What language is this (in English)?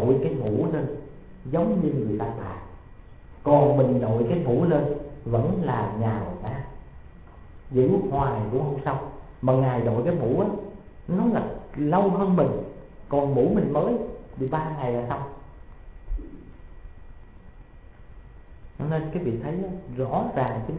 Vietnamese